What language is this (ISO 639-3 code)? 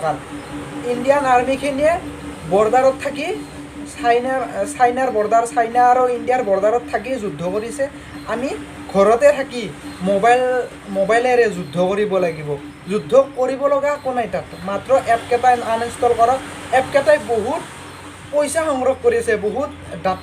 asm